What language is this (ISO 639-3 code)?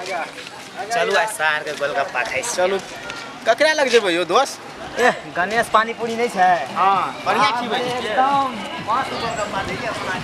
mai